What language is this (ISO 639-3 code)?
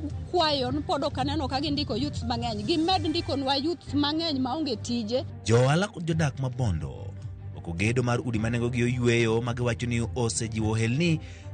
luo